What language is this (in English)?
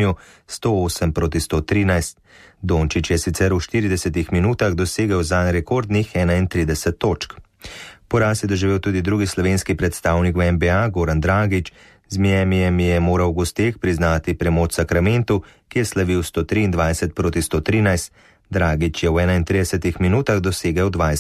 Slovenian